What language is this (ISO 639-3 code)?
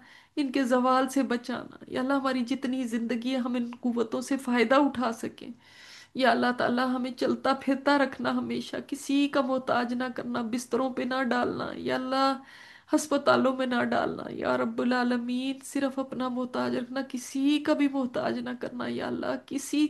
urd